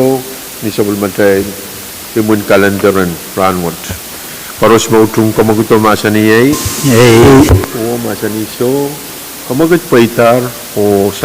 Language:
Pohnpeian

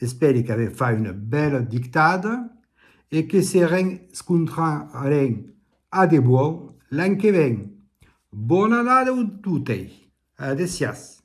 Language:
Occitan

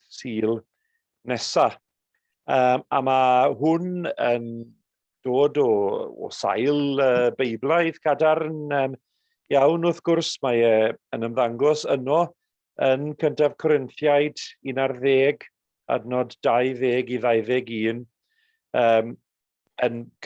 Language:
Welsh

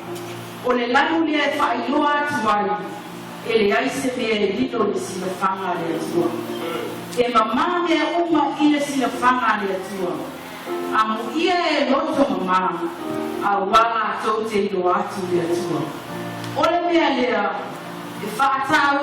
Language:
Samoan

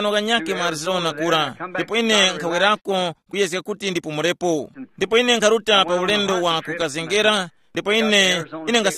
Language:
Tumbuka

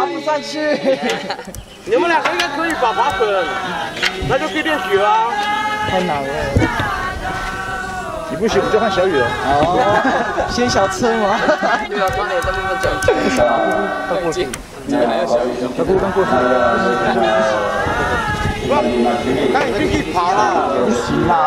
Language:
Chinese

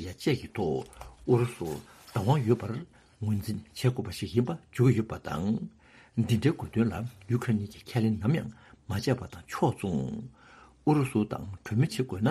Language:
Tibetan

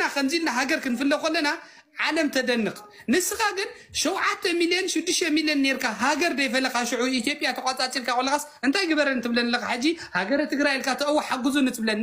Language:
Tigrinya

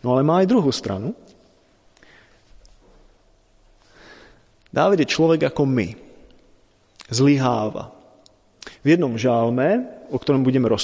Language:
Slovak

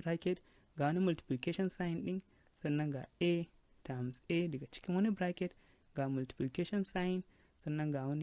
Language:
Hausa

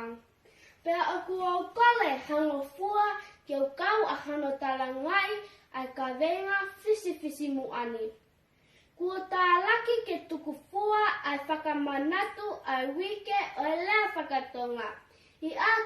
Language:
Tongan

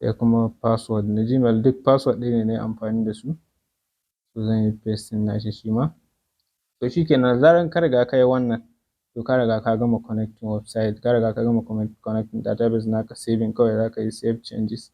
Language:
Hausa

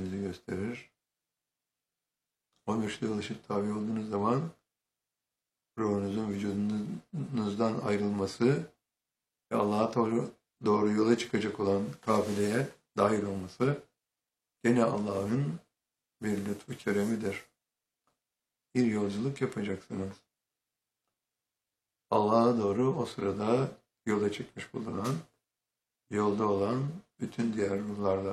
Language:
Turkish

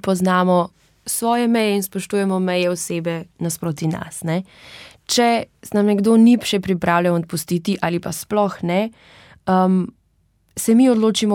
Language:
Slovenian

